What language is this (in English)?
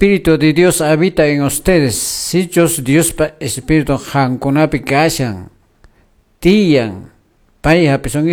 Quechua